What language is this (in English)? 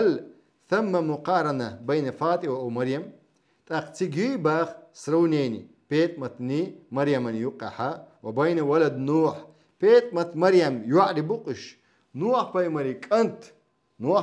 Chechen